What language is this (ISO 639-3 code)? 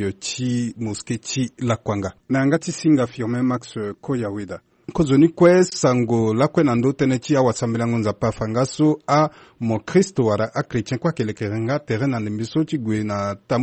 sag